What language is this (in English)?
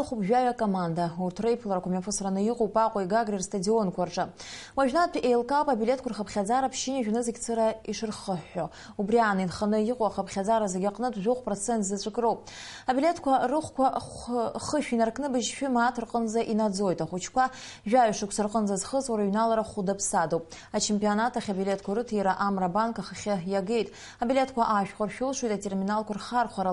Abkhazian